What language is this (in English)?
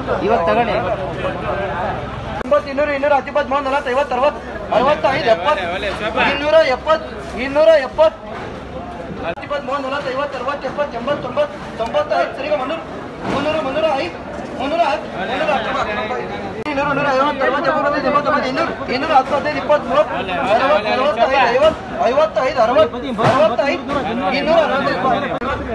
Kannada